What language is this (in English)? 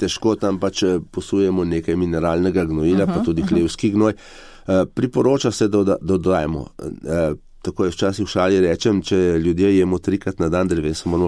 Slovenian